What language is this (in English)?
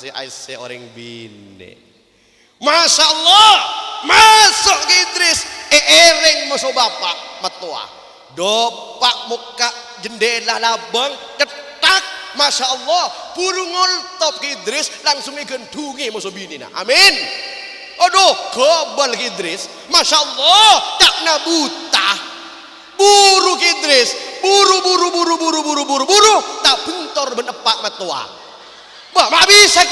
Madurese